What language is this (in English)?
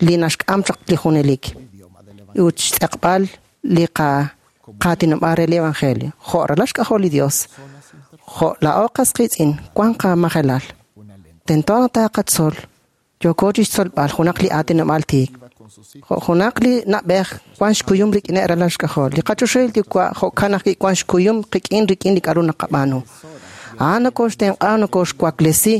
Kekchí